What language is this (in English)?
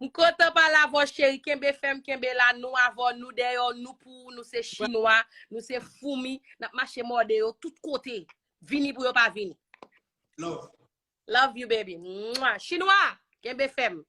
Haitian Creole